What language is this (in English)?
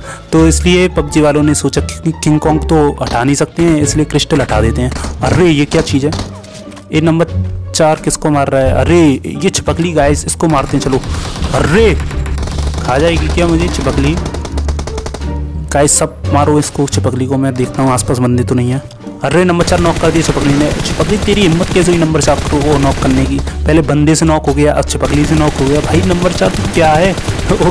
Hindi